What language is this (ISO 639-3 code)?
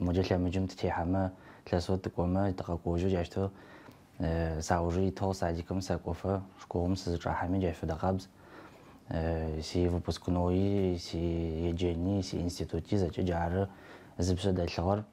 ady